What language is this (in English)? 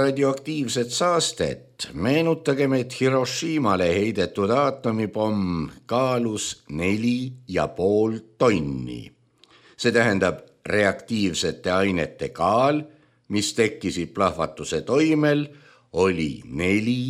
Estonian